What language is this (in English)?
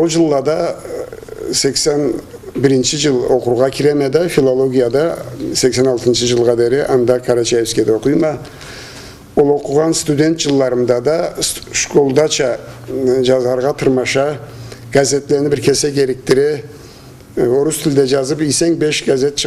Karachay-Balkar